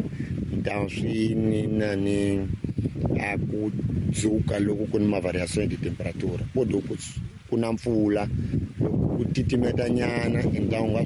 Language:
Tsonga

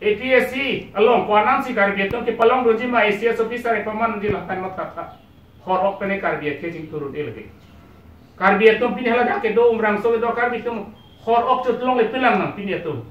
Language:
Karbi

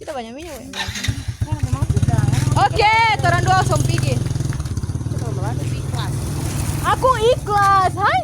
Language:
Manado Malay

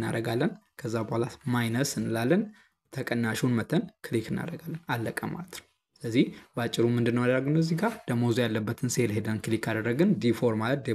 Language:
Amharic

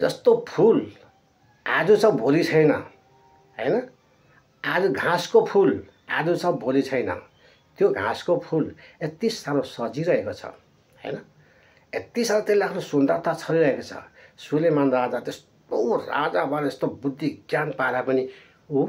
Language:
Nepali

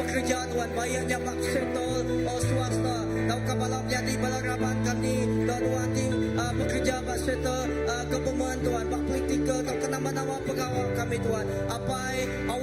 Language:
Iban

